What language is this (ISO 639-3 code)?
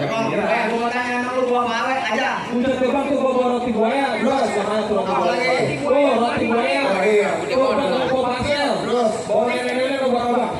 bew